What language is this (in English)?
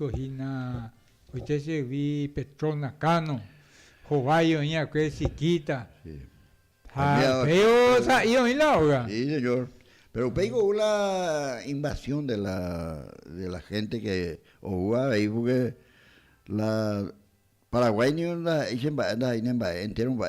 Guarani